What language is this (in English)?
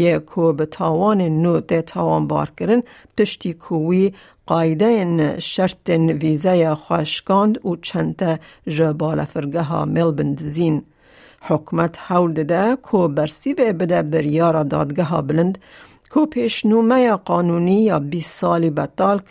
Kurdish